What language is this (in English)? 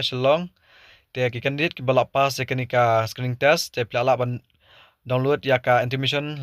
Khasi